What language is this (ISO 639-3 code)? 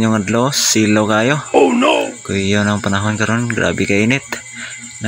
ceb